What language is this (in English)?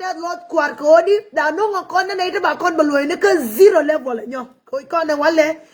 Nuer